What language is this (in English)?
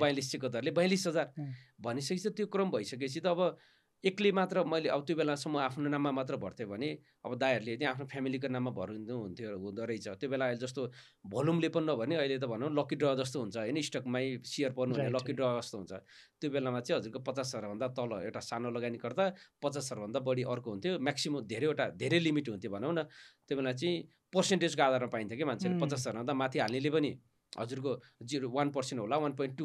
Nepali